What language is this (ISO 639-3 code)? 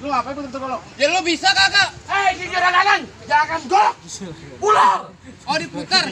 bew